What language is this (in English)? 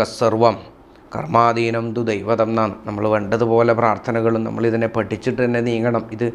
Malayalam